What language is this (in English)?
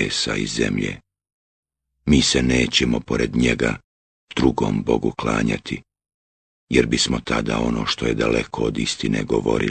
Bosnian